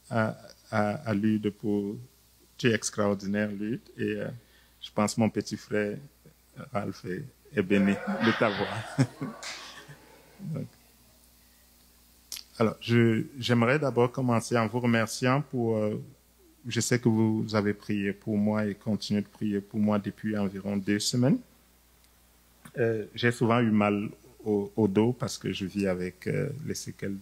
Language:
French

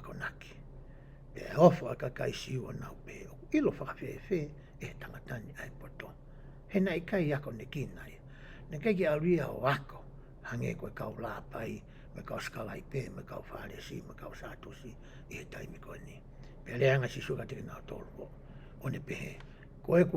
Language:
Tongan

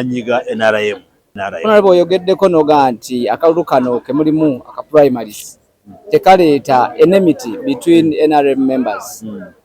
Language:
Ganda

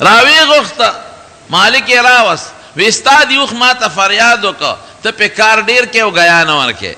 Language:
Pashto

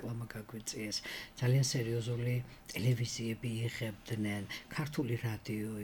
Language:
Georgian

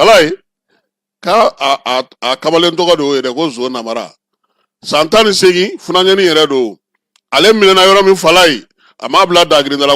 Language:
Bambara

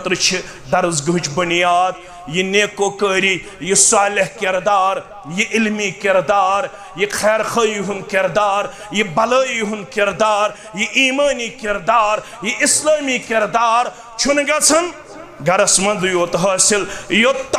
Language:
Kashmiri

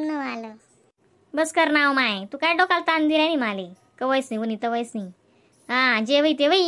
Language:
Khandesi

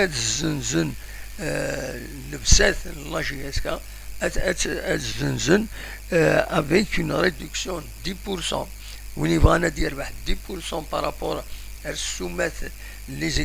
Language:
Kabyle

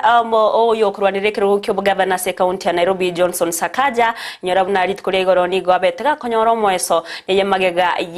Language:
Gusii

